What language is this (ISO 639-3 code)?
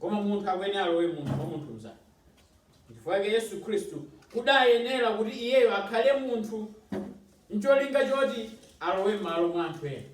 nya